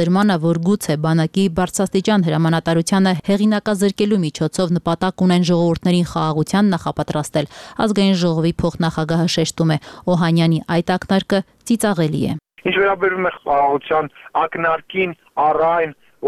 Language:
Armenian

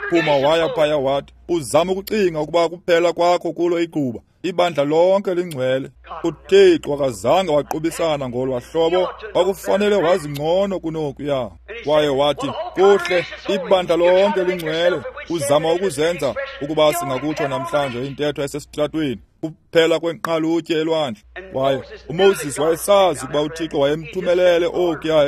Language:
Xhosa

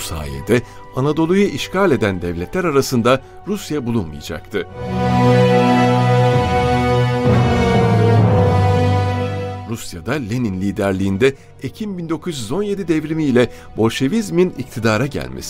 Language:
Turkish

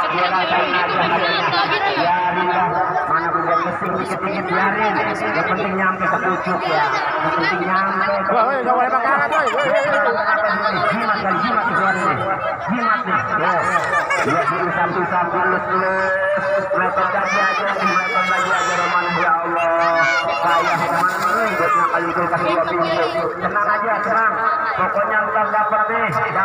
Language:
Betawi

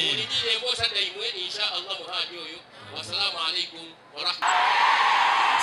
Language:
Soga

